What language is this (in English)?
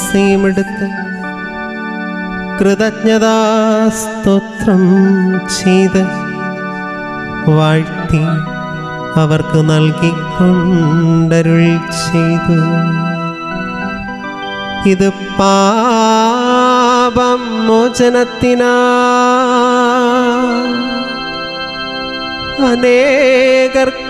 Malayalam